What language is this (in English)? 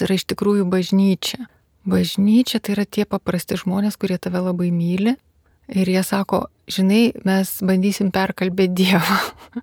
Lithuanian